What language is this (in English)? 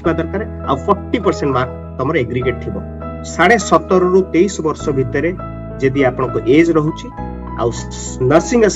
Odia